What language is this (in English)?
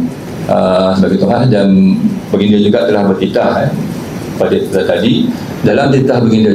Malay